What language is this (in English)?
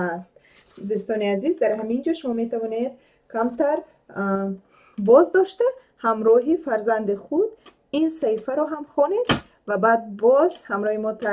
Tajik